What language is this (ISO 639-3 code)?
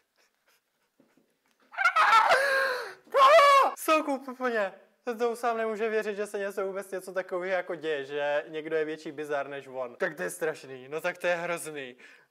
ces